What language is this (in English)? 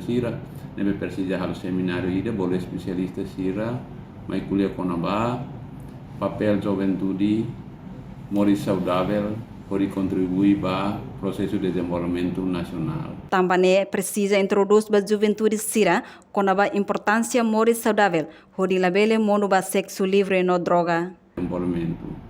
Tetum